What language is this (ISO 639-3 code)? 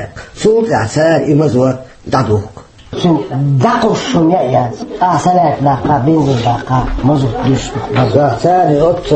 che